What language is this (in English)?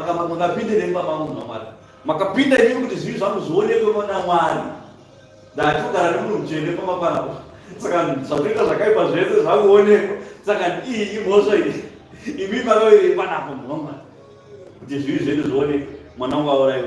Shona